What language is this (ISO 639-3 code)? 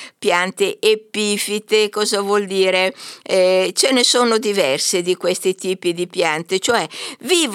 ita